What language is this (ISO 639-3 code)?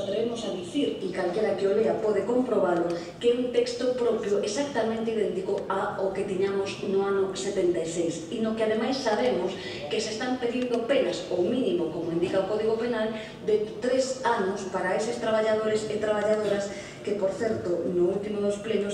glg